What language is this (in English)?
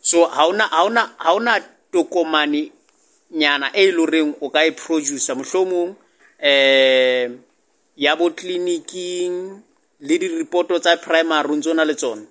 Southern Sotho